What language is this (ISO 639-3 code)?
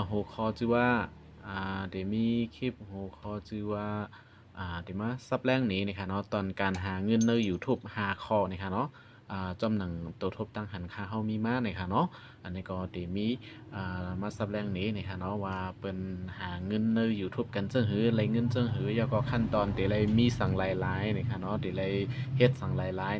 shn